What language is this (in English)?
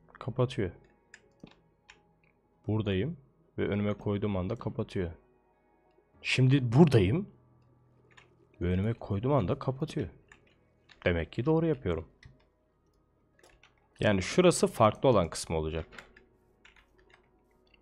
Turkish